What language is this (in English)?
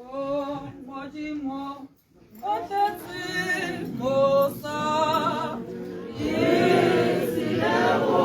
Tswana